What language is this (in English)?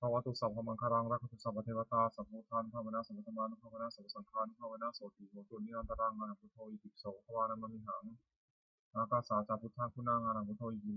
Pali